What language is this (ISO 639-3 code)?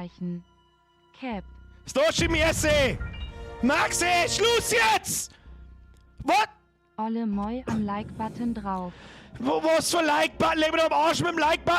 bar